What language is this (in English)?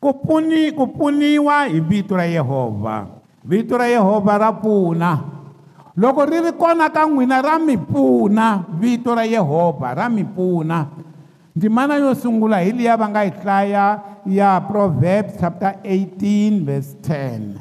Tsonga